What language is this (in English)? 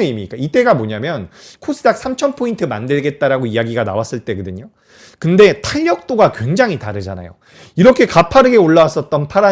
Korean